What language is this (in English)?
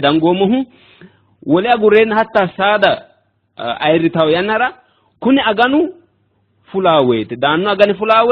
Sidamo